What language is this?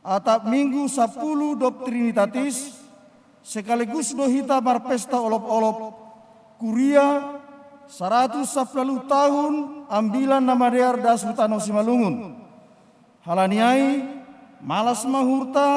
Batak Simalungun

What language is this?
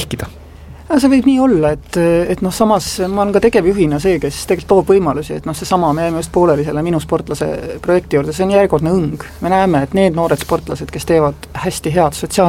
Estonian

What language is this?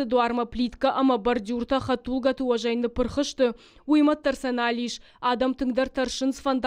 Ossetic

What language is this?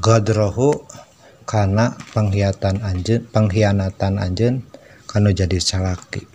Sundanese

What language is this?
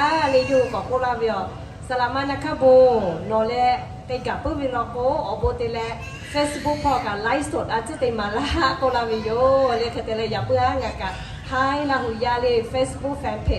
Lahu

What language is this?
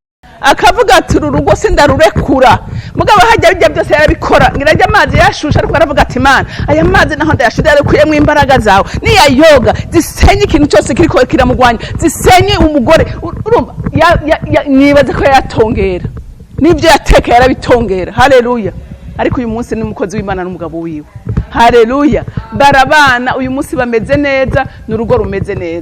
Rundi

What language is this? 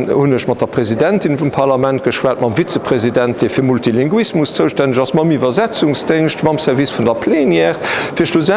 Luxembourgish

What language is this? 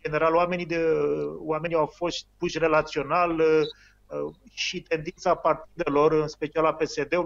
Romanian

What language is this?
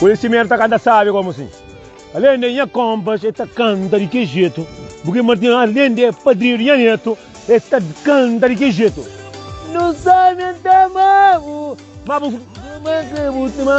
Kabuverdianu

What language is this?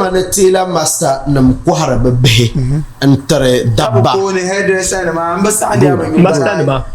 Dagbani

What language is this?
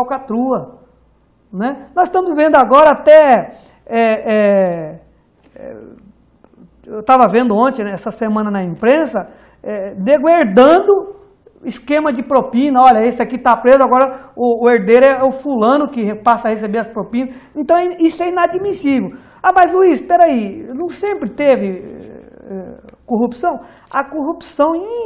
Portuguese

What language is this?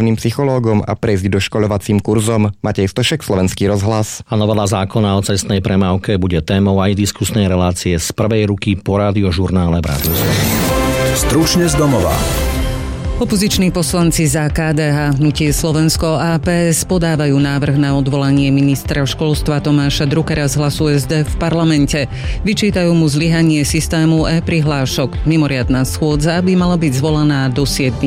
Slovak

